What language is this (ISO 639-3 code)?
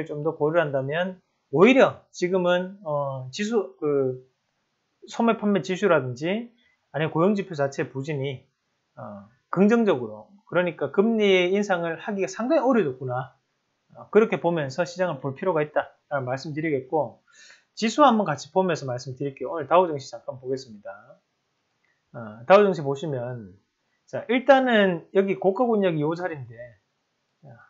kor